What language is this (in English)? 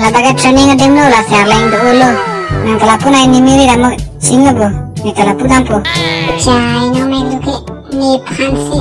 Karbi